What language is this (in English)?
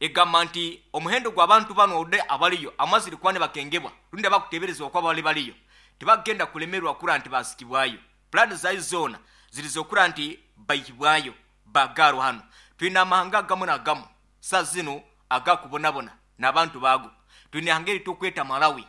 Nyoro